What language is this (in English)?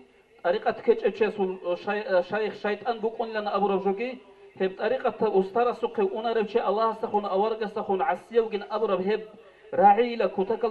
Avaric